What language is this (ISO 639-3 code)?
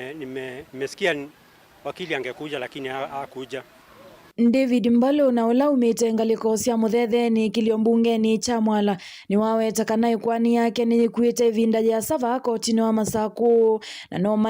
kam